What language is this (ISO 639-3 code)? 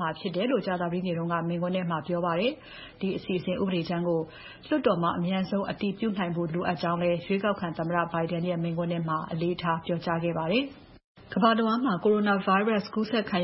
mya